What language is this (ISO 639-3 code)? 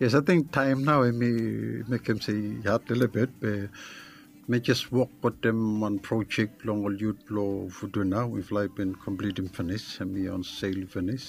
bis